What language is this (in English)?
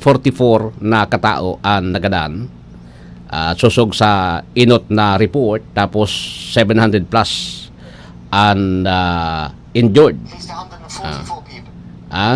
Bikol